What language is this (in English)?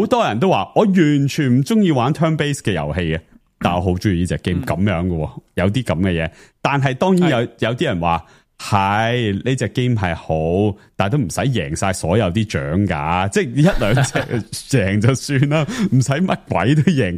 Cantonese